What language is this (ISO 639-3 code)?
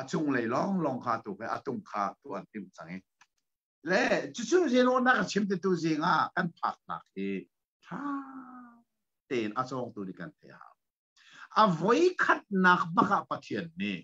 cnh